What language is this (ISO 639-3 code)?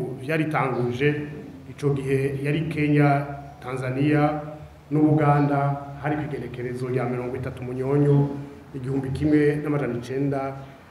run